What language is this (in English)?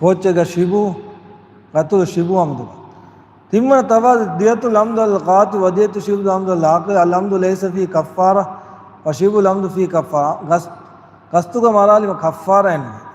Divehi